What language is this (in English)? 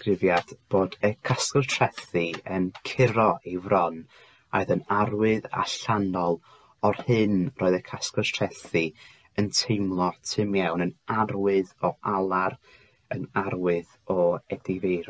Welsh